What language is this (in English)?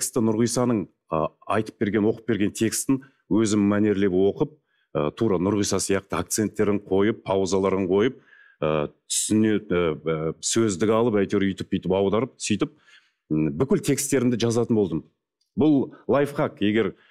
Kazakh